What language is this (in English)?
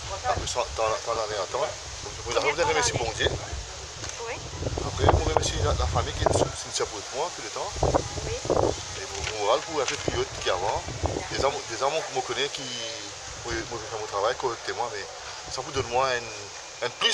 Morisyen